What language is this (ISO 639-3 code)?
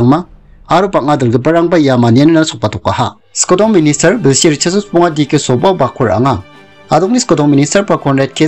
grt